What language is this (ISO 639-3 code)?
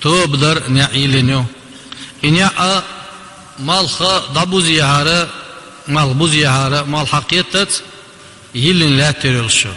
che